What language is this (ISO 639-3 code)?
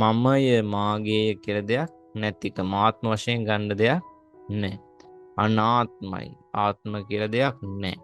sin